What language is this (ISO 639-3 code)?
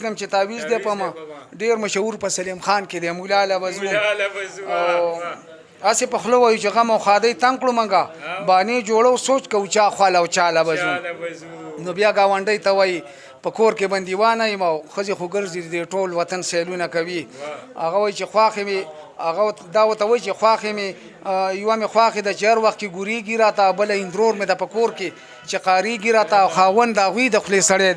pus